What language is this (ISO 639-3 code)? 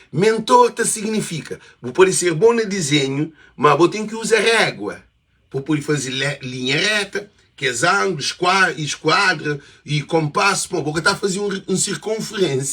kea